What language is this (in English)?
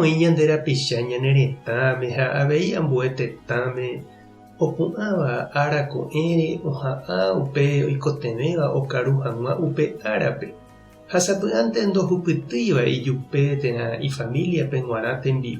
Guarani